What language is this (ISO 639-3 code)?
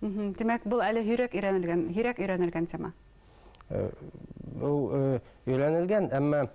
bak